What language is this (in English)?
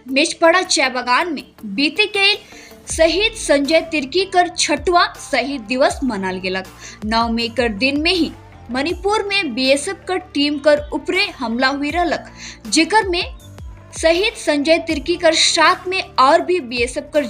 Sadri